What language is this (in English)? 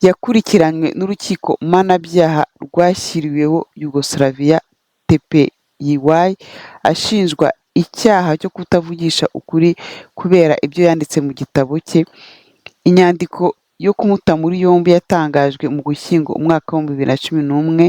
Kinyarwanda